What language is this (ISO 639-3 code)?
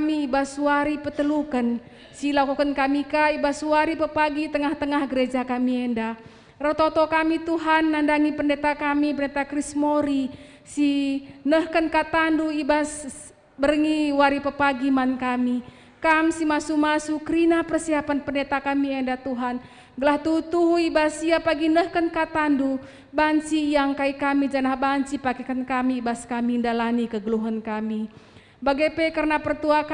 btx